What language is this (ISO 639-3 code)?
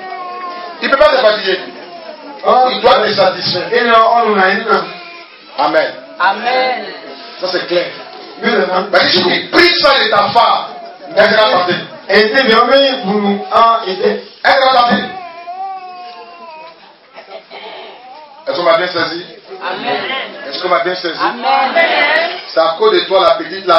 fra